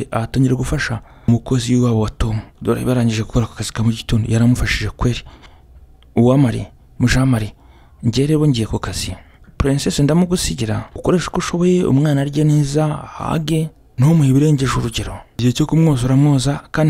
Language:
Kinyarwanda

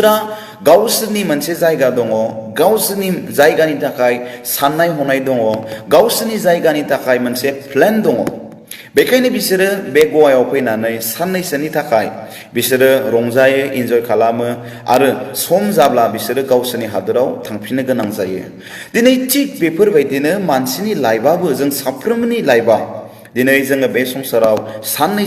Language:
Bodo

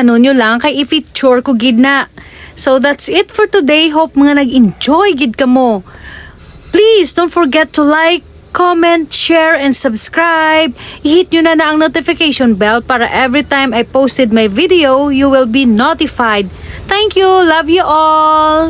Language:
Hiligaynon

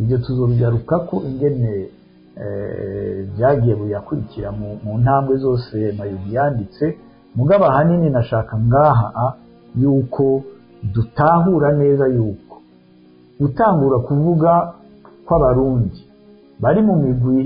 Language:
Rundi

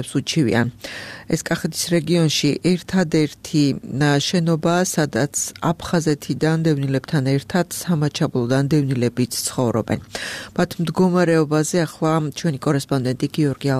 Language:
Georgian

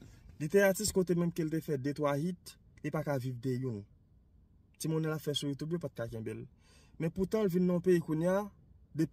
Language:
Haitian Creole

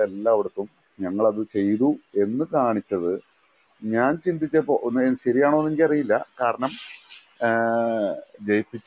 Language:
Malayalam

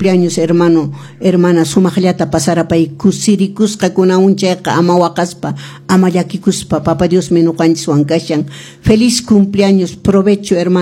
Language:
Quechua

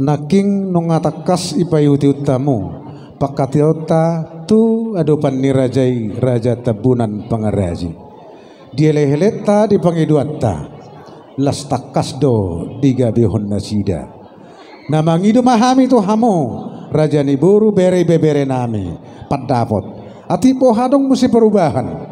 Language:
Batak Toba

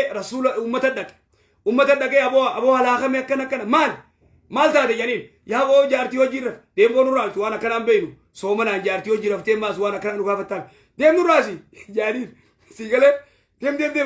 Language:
Oromo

